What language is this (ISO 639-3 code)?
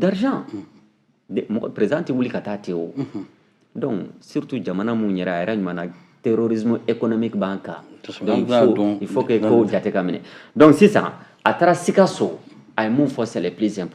bam